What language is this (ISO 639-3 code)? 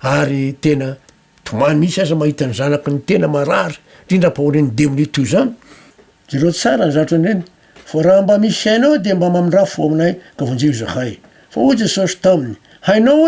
mlg